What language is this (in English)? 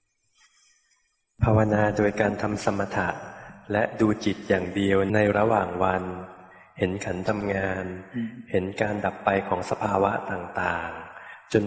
Thai